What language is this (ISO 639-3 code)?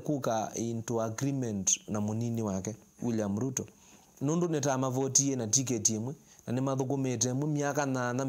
kam